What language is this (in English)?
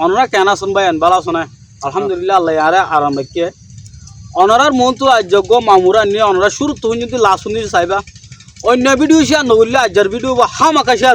Rohingya